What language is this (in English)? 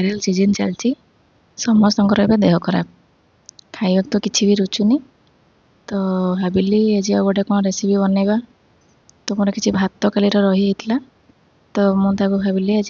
Odia